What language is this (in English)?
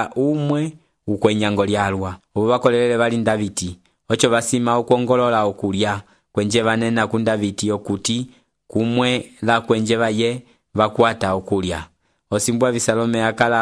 Umbundu